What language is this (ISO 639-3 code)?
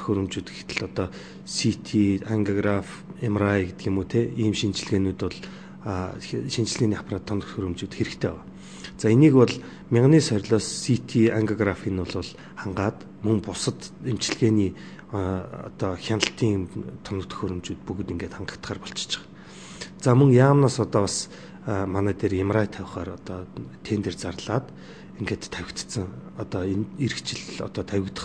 mon